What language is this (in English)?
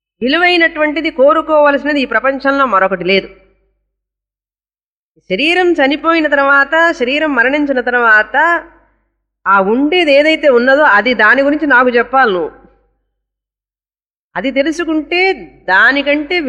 Telugu